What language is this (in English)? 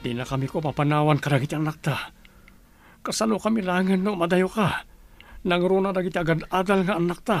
Iloko